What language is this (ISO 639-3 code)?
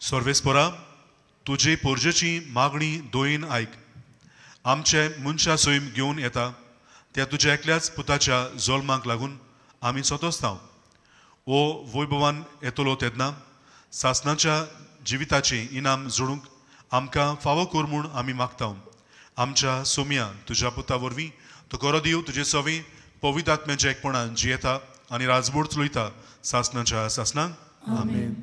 kok